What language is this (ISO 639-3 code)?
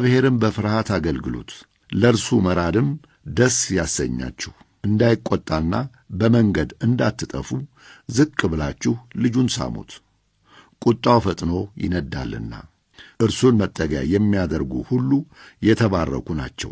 amh